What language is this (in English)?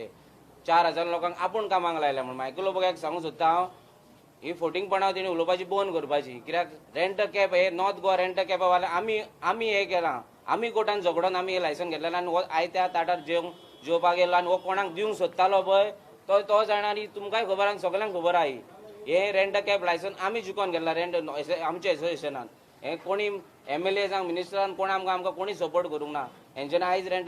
Konkani